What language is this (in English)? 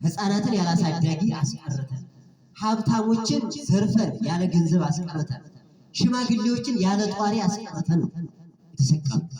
Amharic